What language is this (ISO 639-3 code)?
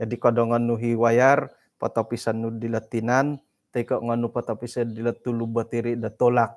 dtp